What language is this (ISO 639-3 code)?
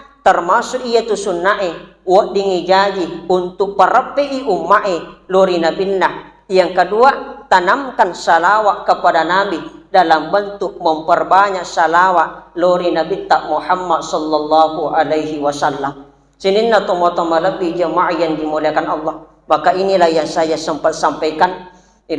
bug